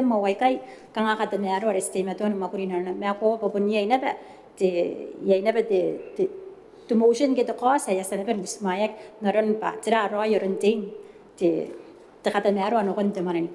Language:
Gilbertese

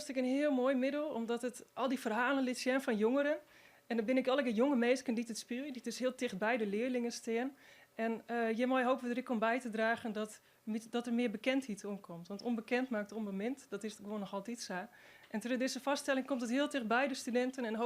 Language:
Western Frisian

